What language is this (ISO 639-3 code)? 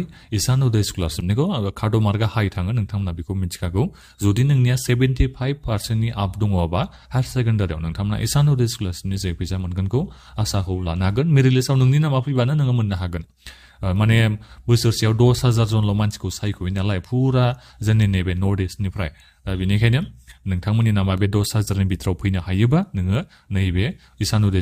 brx